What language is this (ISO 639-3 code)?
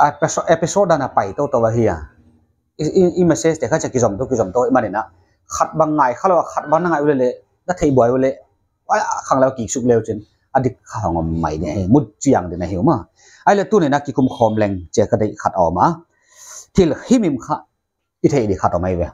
pck